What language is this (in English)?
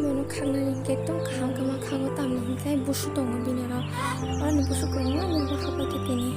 Kok Borok